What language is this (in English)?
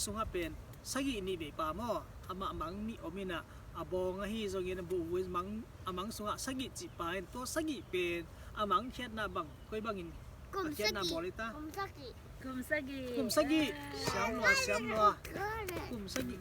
Tedim Chin